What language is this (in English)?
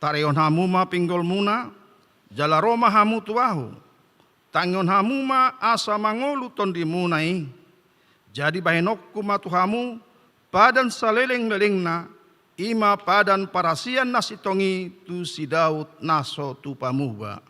Batak Toba